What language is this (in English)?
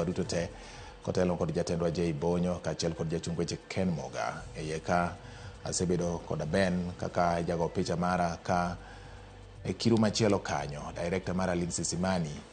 Luo (Kenya and Tanzania)